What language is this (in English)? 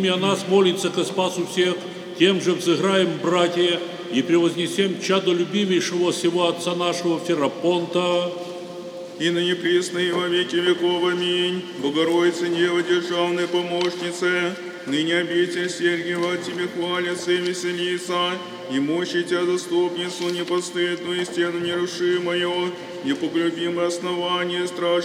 Church Slavic